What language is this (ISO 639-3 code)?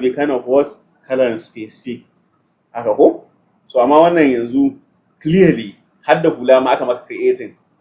hau